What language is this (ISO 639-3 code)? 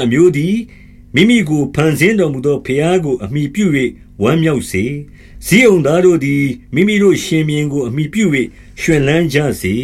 mya